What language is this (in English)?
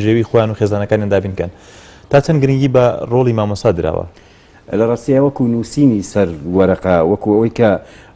Central Kurdish